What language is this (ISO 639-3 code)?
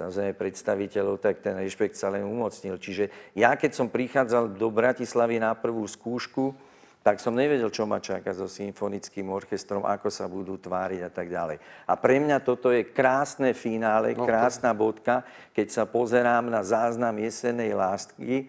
slk